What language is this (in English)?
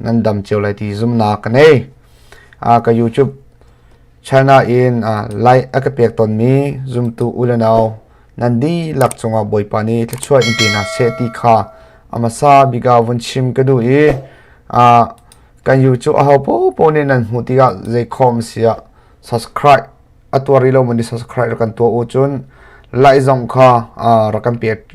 Hakha Chin